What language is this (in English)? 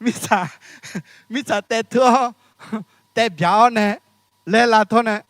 Akha